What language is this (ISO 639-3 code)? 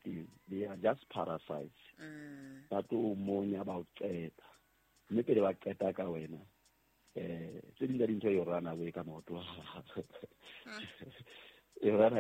sot